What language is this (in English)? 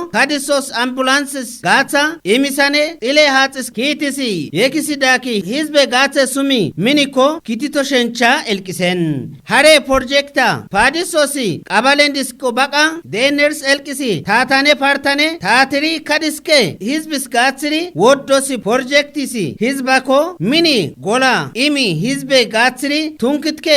Kafa